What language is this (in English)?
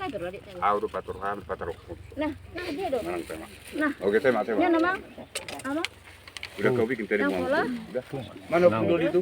Batak Toba